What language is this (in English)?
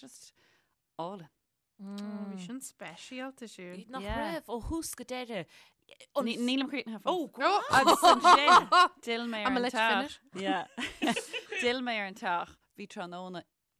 Irish